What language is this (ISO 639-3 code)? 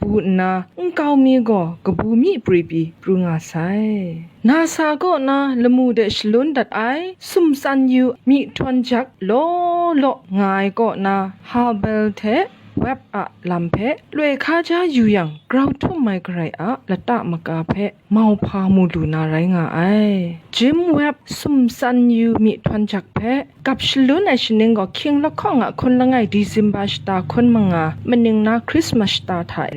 kac